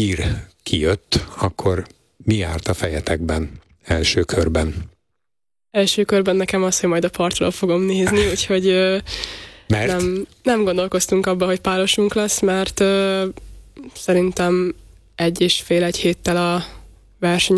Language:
Hungarian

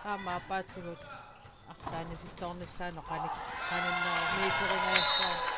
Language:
Kalaallisut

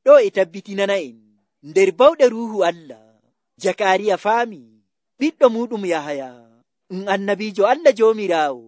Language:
Nigerian Fulfulde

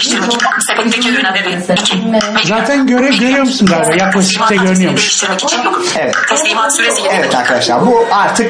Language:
Turkish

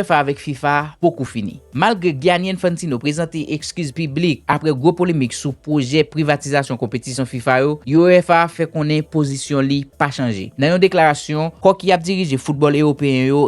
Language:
Haitian Creole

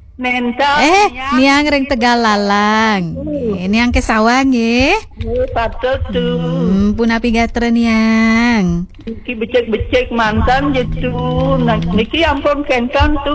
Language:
Balinese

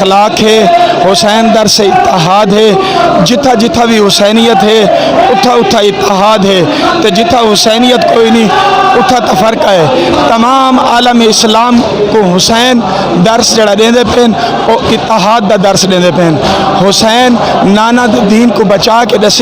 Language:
Saraiki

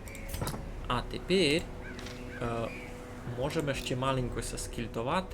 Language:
Rusyn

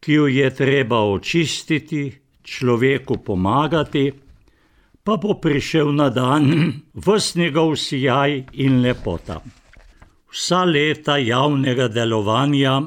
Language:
Slovenian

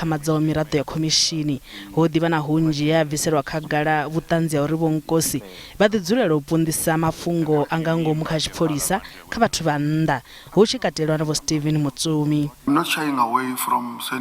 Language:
Venda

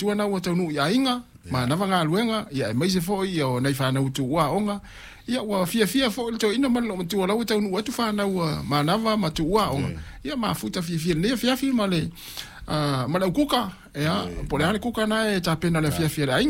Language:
Samoan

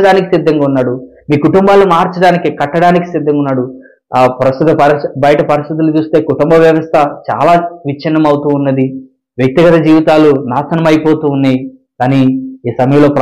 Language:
Telugu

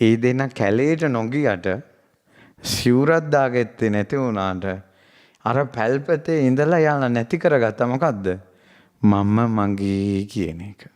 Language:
Sinhala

